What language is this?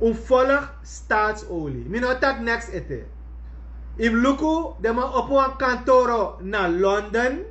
Sranan Tongo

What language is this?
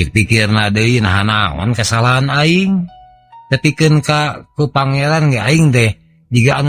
Sundanese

